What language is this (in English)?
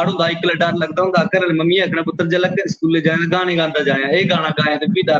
Dogri